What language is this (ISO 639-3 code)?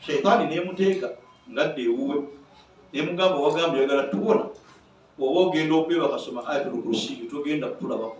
lug